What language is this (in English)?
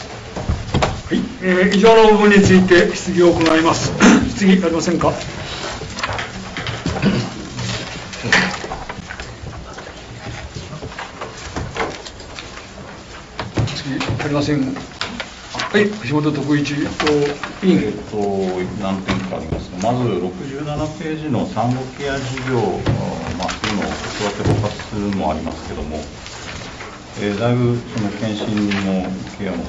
Japanese